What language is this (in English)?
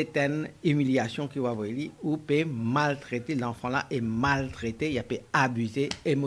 Morisyen